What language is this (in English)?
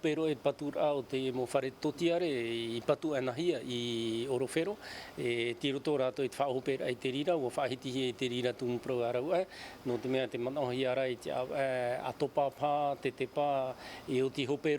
Tahitian